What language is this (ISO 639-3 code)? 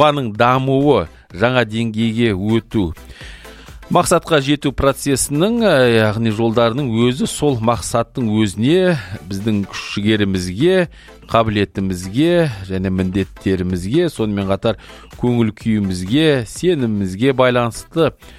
kaz